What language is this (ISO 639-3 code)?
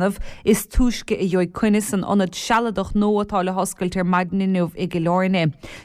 gle